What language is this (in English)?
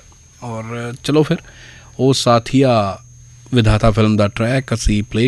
Punjabi